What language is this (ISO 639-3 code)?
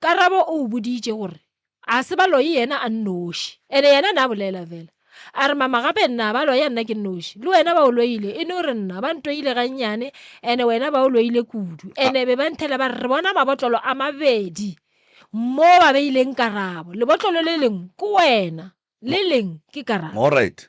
nso